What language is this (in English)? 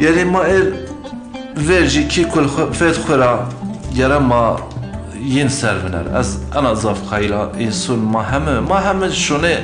Zaza